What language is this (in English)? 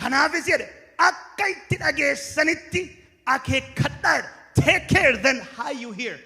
Oromo